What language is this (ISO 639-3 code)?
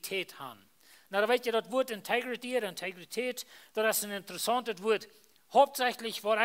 pdt